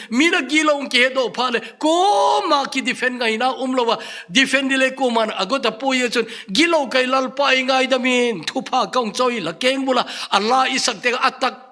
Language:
Thado Chin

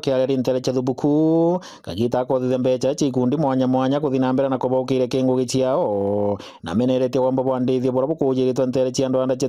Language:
Meru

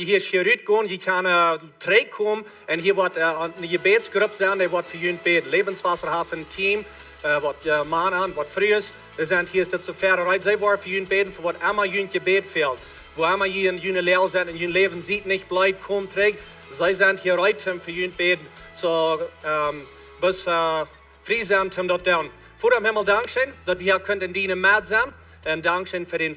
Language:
Plautdietsch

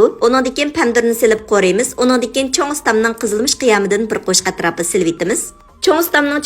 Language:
Uyghur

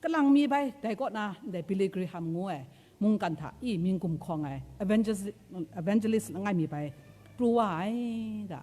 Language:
Kachin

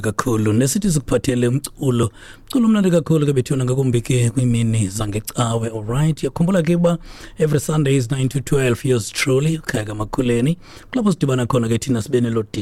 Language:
Xhosa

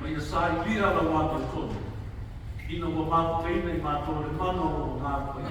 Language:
Samoan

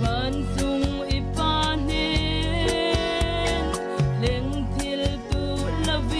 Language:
Falam Chin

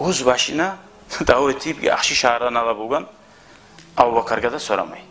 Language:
Kumyk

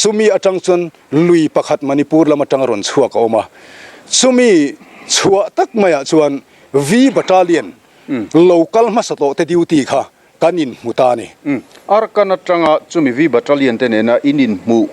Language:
Mizo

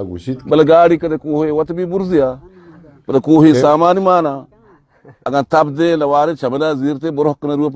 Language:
Eastern Balochi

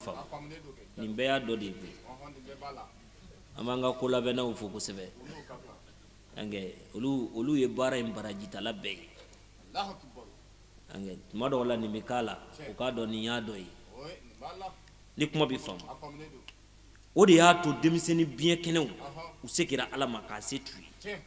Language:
Bambara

